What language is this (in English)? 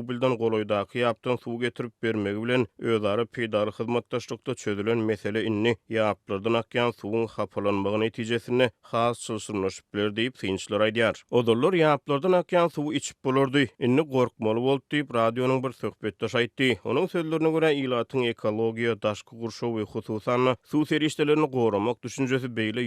Turkmen